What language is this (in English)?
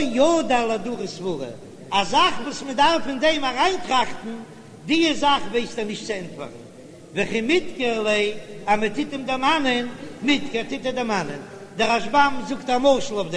Yiddish